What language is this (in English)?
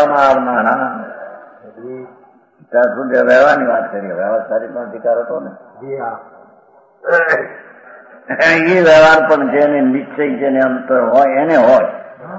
Gujarati